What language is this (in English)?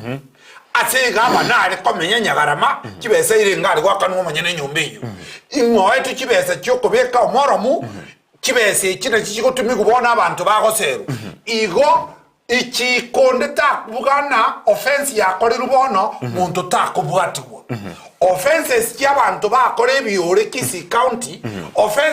Gusii